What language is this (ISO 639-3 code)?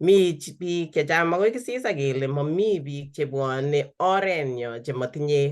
kln